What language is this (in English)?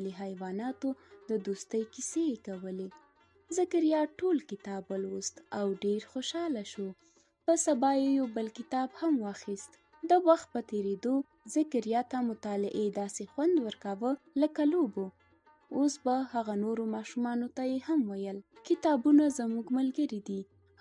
Pashto